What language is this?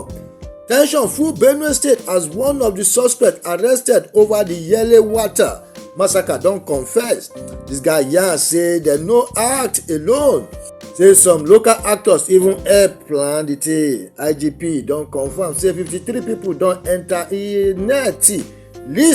Nigerian Pidgin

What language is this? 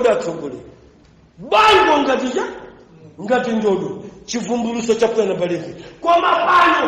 Nyanja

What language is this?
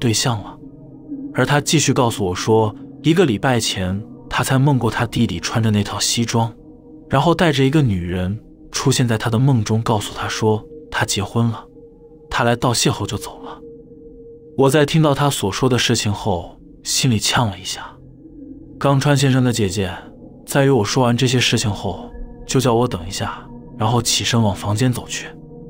Chinese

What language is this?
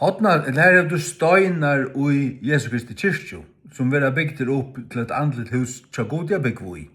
Faroese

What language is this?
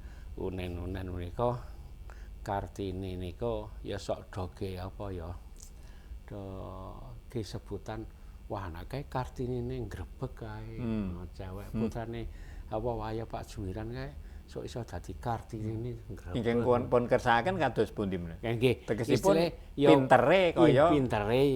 Javanese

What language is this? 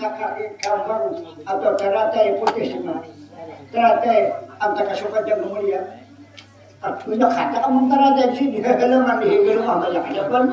Banjar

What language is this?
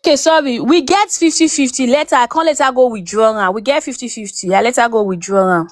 Nigerian Pidgin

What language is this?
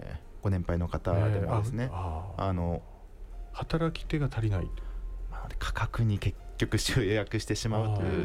Japanese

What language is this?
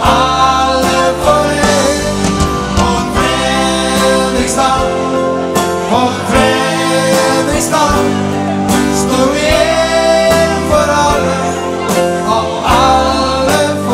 Norwegian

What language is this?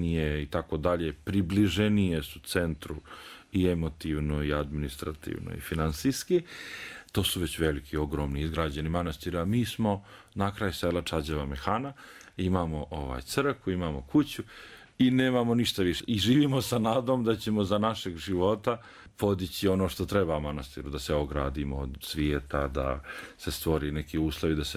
Serbian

